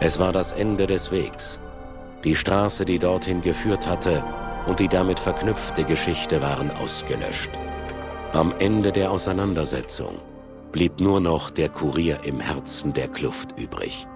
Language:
Bavarian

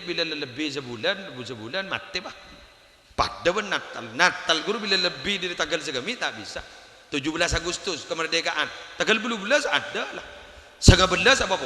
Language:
Madurese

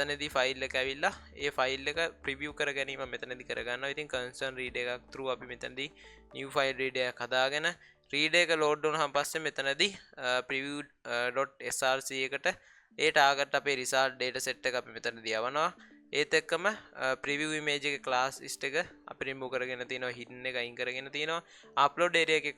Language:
Sinhala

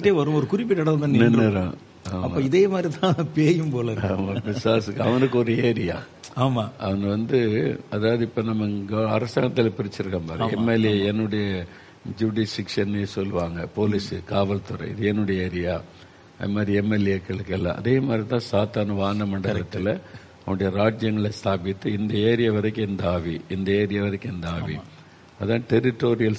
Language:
Tamil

